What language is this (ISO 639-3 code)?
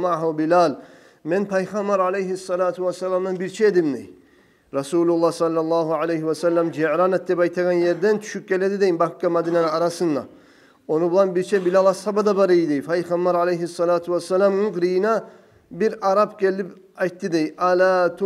kum